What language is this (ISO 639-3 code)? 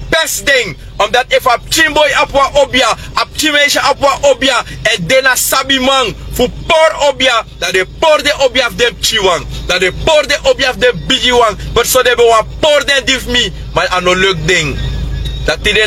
srn